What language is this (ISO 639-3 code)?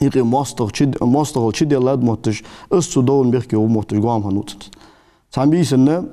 inh